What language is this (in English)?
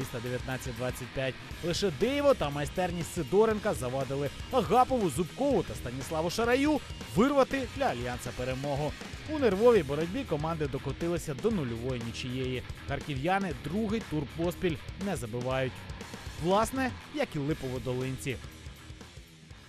Ukrainian